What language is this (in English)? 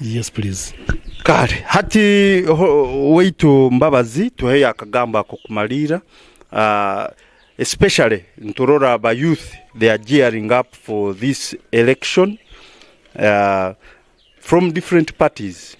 Nyankole